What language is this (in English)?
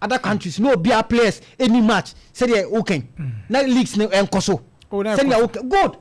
Akan